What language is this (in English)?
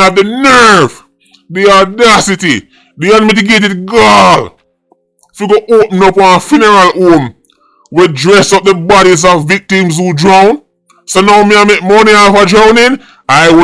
Jamaican Creole English